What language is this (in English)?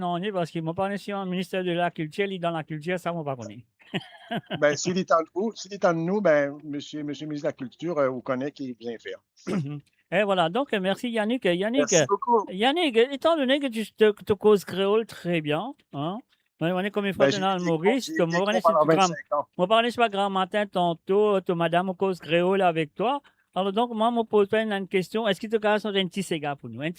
Morisyen